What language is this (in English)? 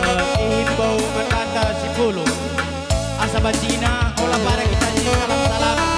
Batak Karo